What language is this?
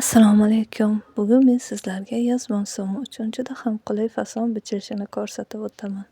Uzbek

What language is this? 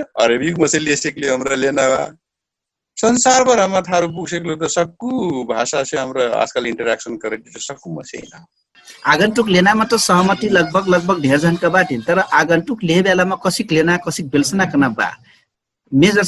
Dangaura Tharu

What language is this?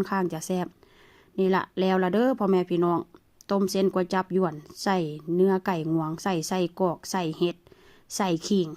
Northeastern Thai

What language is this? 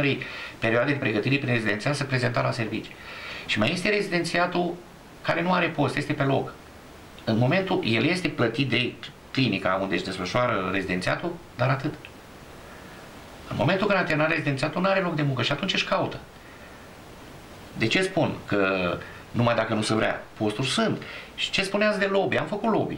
Romanian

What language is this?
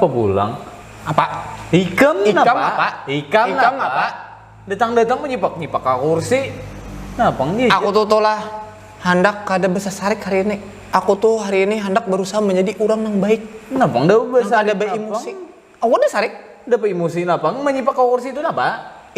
Banjar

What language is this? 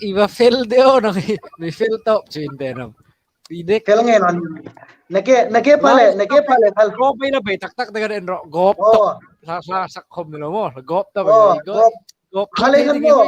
Hmar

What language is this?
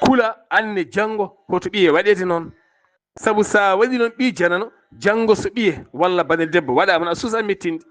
Fula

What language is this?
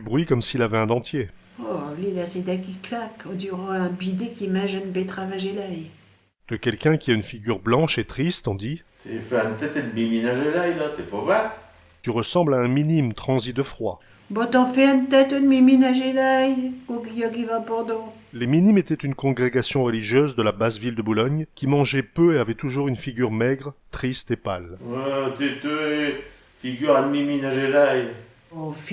Picard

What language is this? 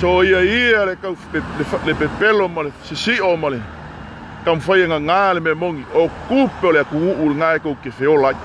Samoan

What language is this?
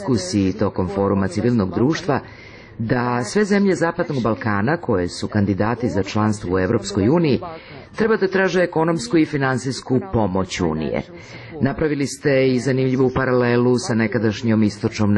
Serbian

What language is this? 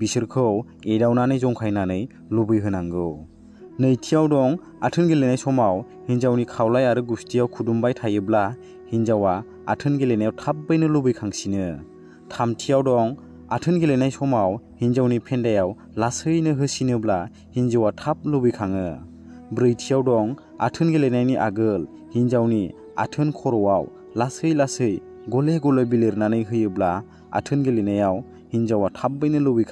Bodo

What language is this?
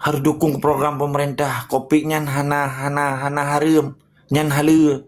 Achinese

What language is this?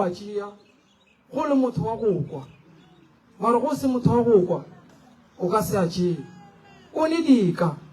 Northern Sotho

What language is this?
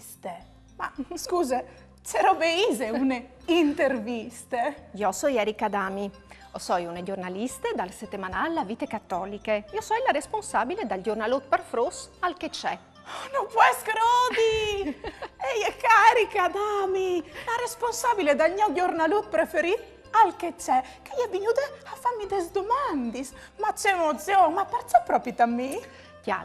Friulian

